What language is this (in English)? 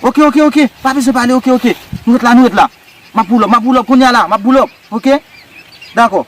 Haitian Creole